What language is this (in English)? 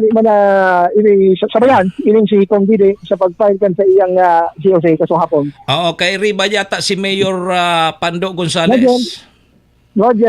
Bikol